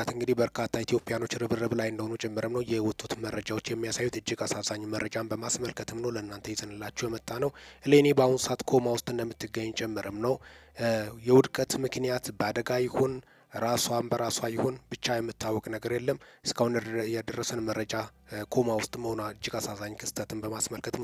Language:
Amharic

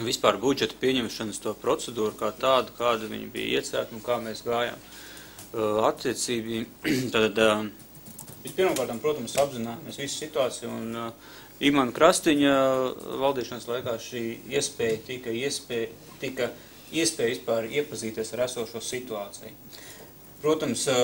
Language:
Latvian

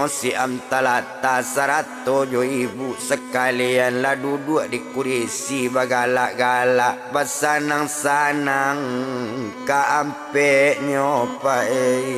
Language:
Minangkabau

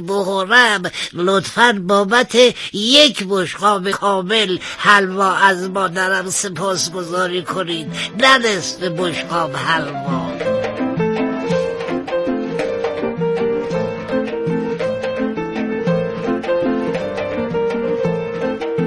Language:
Persian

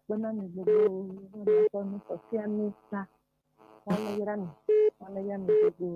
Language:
Ewe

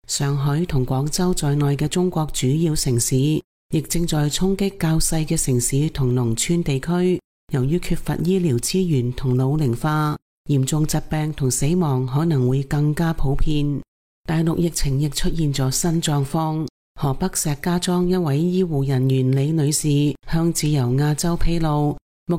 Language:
Cantonese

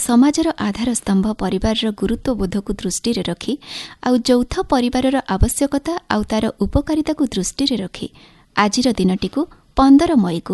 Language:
Odia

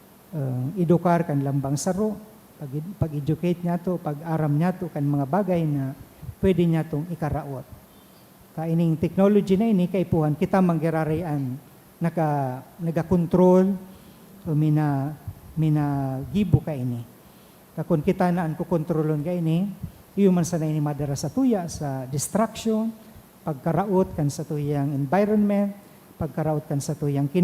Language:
Bikol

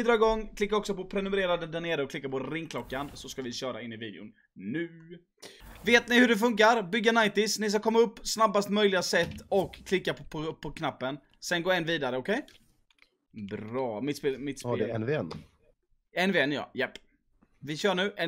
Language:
Swedish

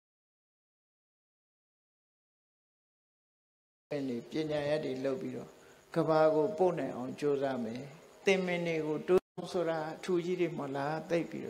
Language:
Burmese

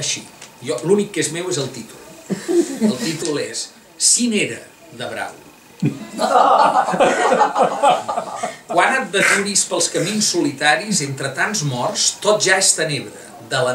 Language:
Catalan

